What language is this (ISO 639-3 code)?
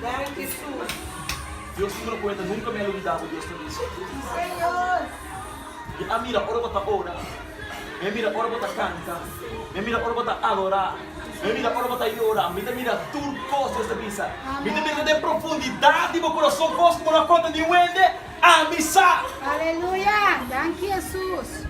pap